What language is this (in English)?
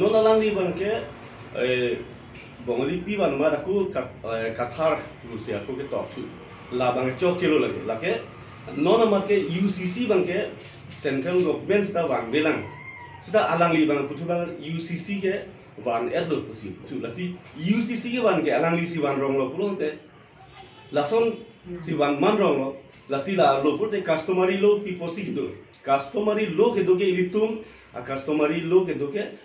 Karbi